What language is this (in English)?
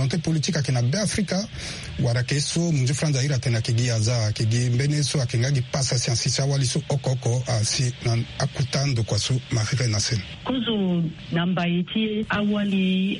Sango